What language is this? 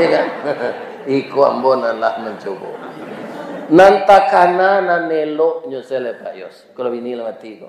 Minangkabau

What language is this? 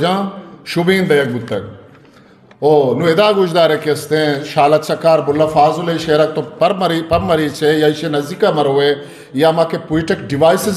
Eastern Balochi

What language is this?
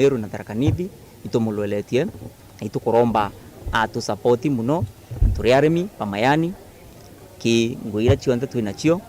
Meru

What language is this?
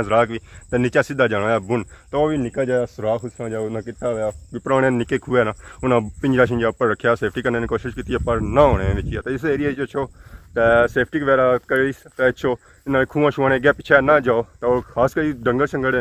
Pahari-Potwari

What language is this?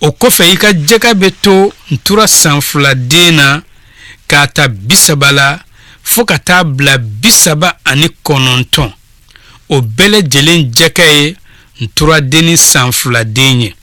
Bambara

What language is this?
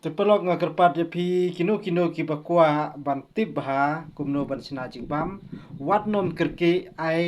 Khasi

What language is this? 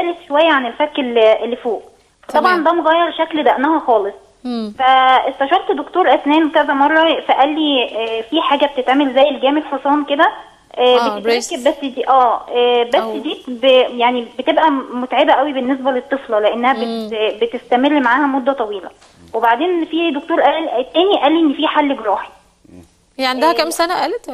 Egyptian Arabic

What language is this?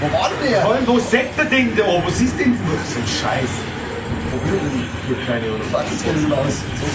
Bavarian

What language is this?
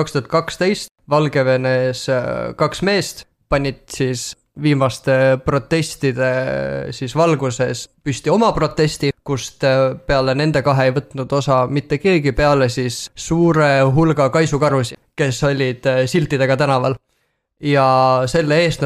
Estonian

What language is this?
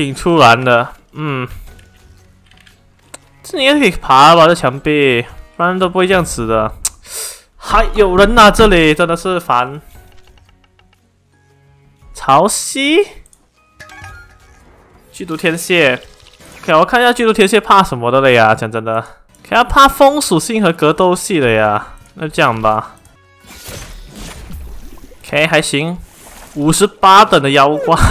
Chinese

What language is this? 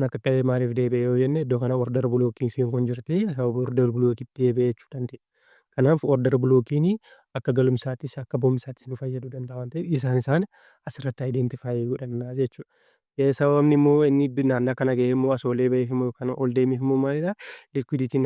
Oromo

